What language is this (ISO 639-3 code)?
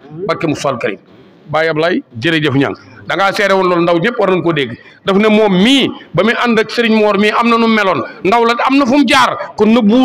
wol